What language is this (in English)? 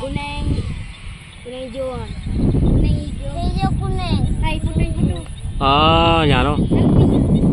Achinese